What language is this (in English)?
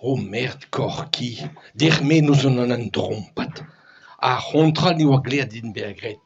Breton